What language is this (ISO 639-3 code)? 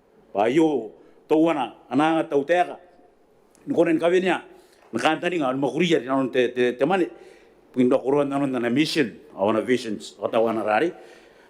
gil